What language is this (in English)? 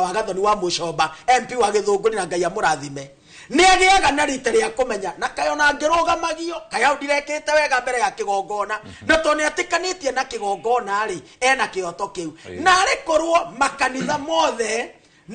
Kikuyu